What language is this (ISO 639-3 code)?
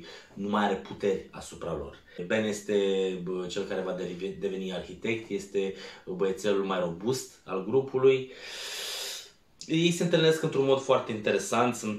ron